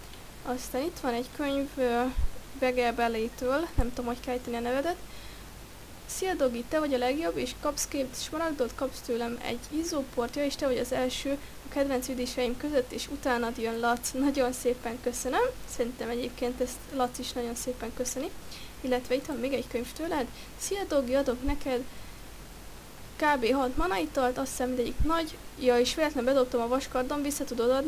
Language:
Hungarian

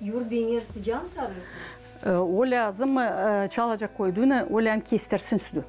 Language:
Gagauz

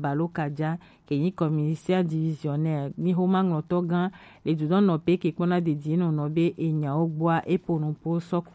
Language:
Gen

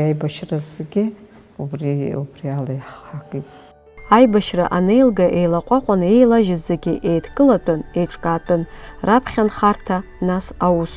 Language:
Abkhazian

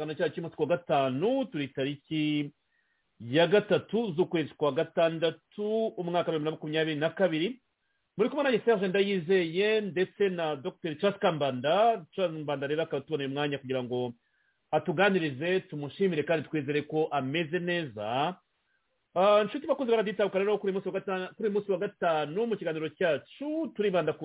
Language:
Kinyarwanda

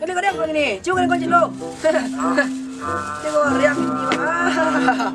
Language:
Minangkabau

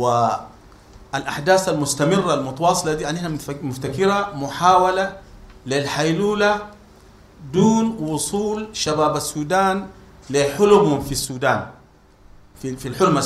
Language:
Sudanese Arabic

